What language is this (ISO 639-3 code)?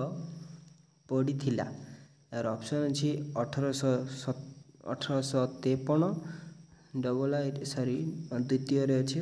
ori